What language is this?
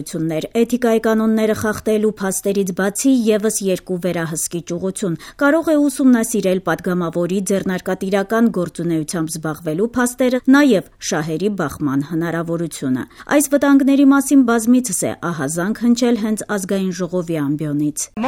Armenian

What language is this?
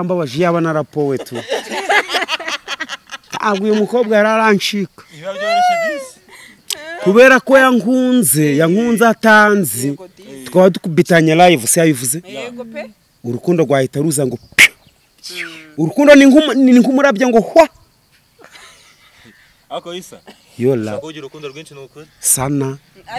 Kinyarwanda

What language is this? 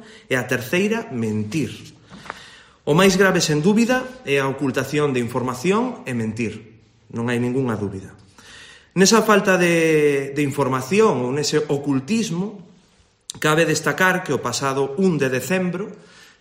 Galician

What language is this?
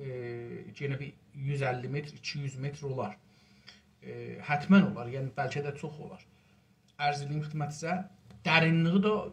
South Azerbaijani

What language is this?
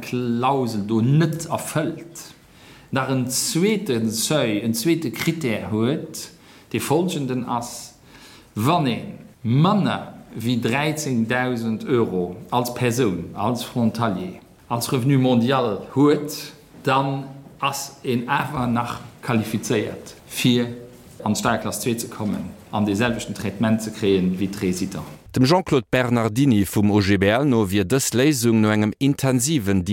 Luxembourgish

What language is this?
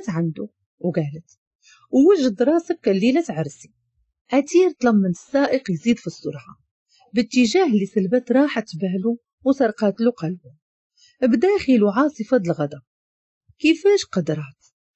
Moroccan Arabic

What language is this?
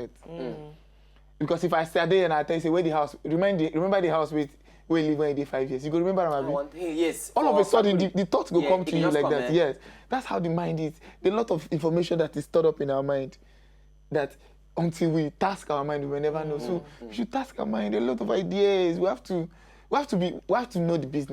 Nigerian Pidgin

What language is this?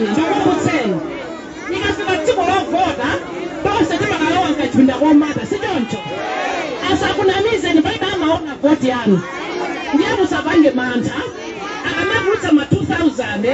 Nyanja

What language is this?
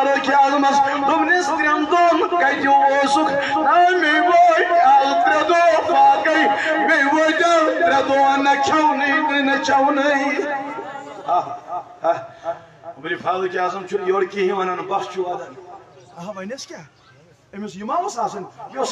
Kashmiri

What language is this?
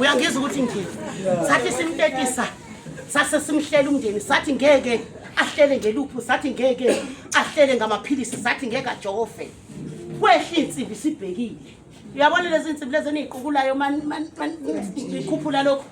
Zulu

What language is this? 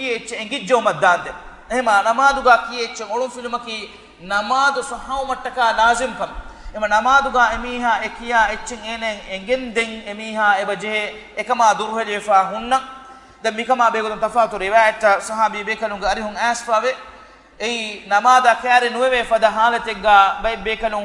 Divehi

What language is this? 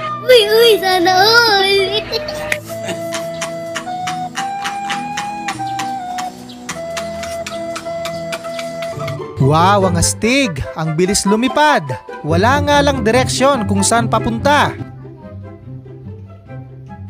Filipino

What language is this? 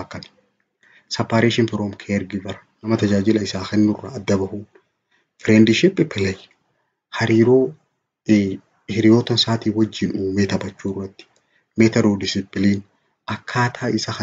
Oromo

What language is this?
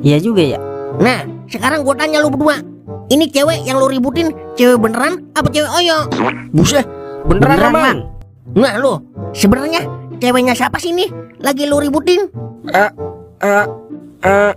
Betawi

